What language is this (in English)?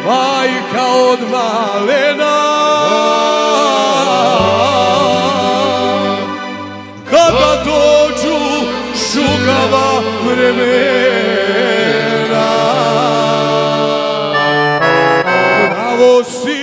Croatian